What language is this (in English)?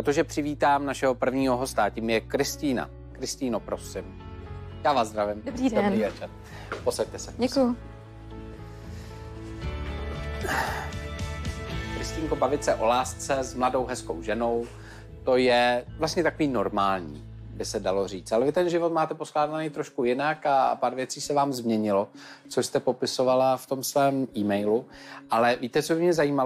Czech